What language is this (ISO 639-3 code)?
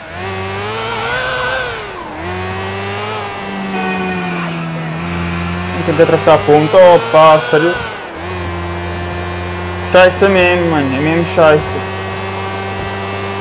por